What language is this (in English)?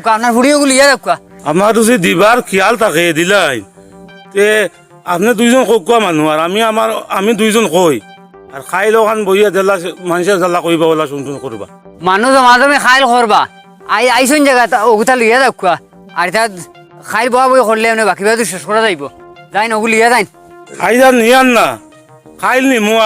Sylheti